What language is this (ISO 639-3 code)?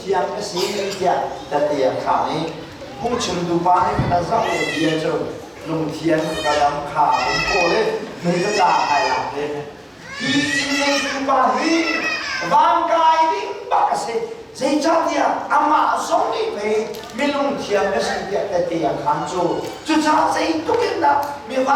cnh